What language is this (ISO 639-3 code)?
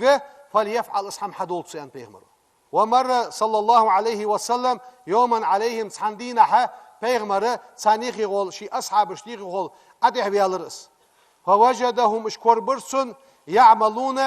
inh